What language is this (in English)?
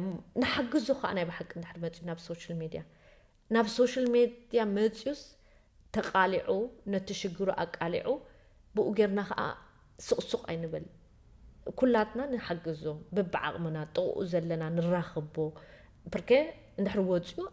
Tigrinya